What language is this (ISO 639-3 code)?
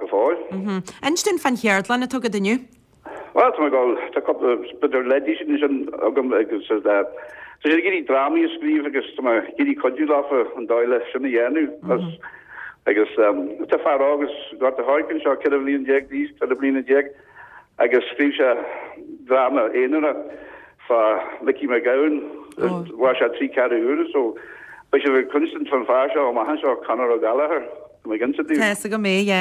gle